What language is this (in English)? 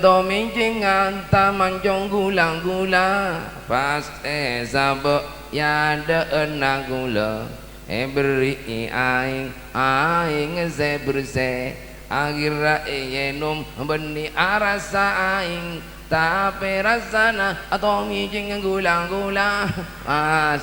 Madurese